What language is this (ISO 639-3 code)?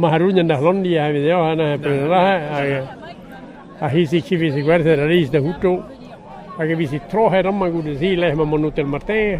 bre